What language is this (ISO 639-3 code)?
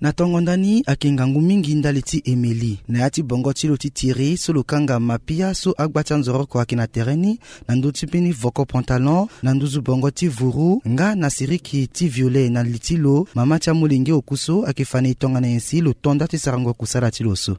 sag